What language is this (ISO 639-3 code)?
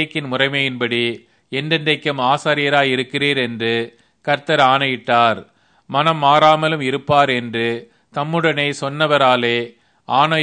tam